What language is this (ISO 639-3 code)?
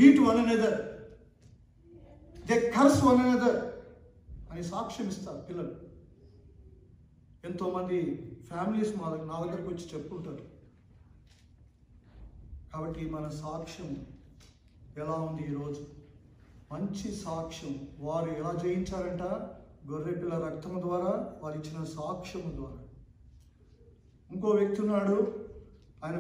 tel